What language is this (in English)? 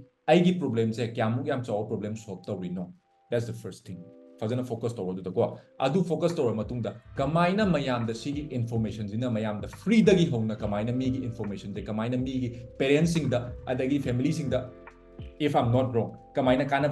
Manipuri